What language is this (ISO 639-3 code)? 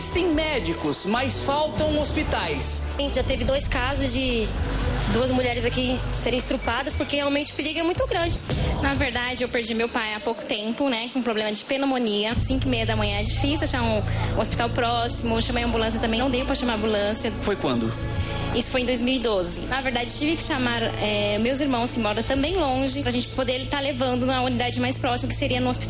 por